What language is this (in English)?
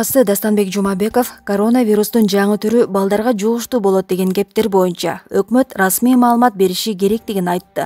Kyrgyz